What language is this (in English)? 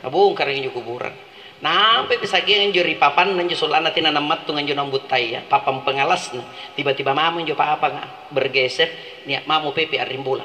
Makasar